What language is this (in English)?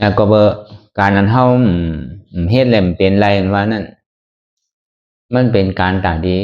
Shan